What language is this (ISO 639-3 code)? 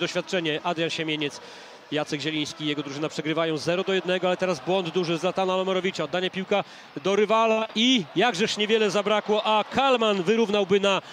pol